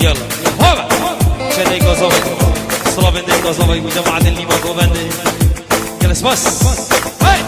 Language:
Kurdish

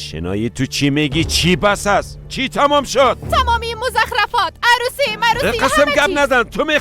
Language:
Persian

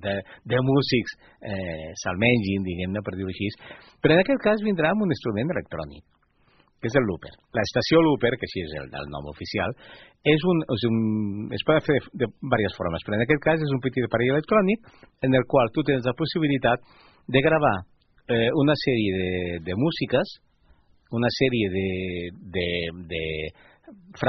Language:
Catalan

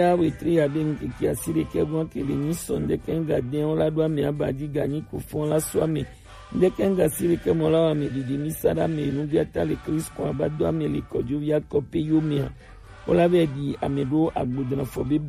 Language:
Gen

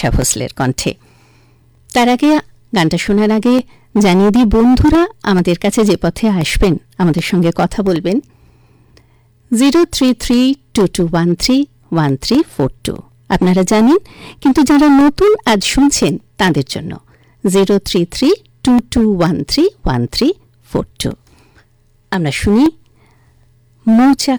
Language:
Bangla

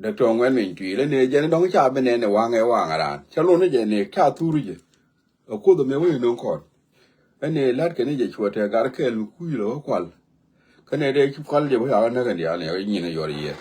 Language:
Nuer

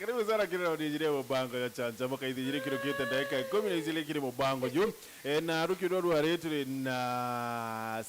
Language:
Meru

